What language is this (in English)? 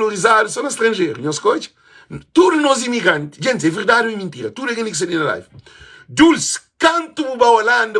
Kabuverdianu